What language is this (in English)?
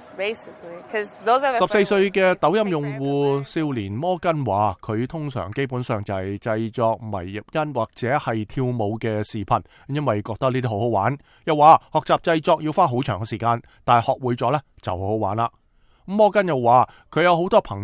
Cantonese